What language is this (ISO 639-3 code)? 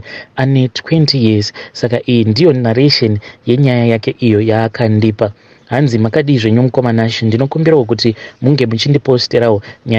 sna